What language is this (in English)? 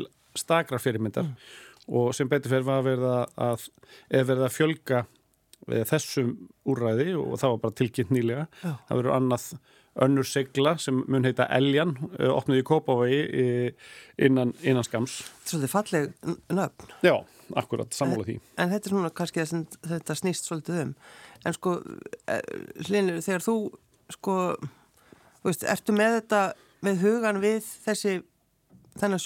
Icelandic